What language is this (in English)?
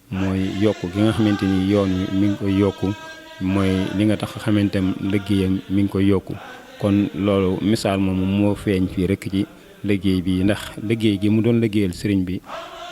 Wolof